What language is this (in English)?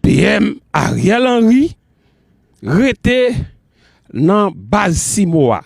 Haitian Creole